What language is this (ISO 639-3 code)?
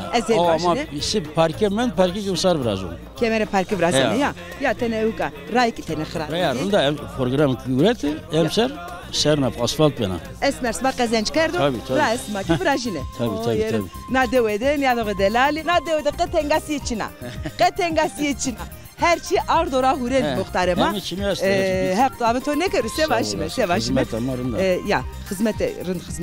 zza